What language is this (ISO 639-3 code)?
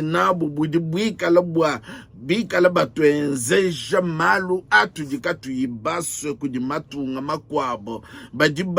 lua